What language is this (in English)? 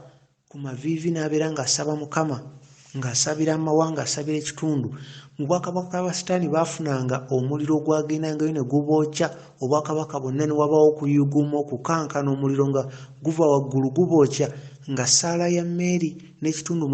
Ganda